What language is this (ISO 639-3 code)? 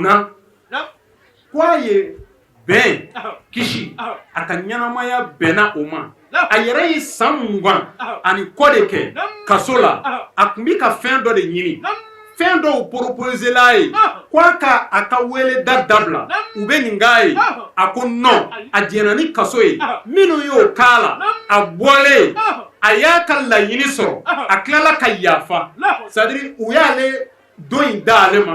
bam